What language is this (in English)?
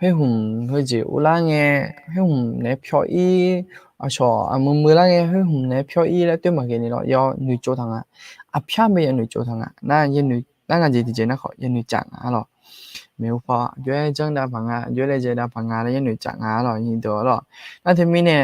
Akha